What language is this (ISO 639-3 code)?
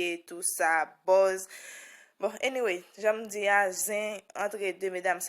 hat